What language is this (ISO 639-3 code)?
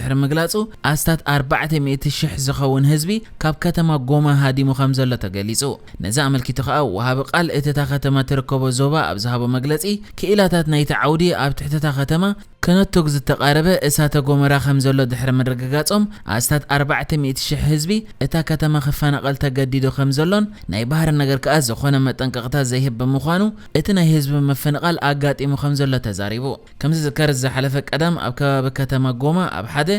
tir